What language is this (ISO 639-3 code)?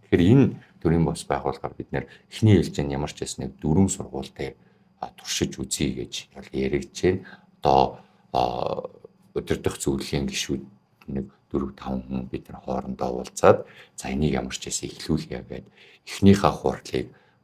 mon